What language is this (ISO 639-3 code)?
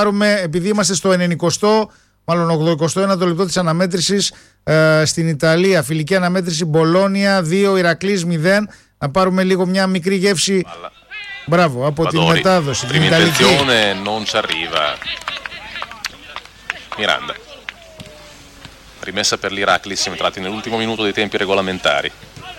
ell